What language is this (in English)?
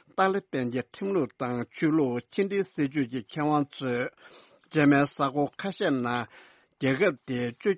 Tibetan